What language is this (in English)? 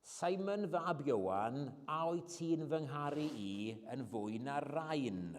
Welsh